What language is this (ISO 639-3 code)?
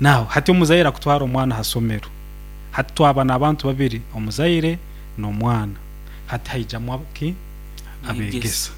nyo